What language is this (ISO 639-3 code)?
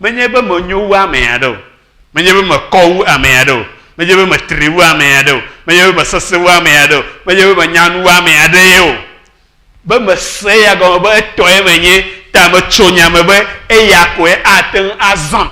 ewe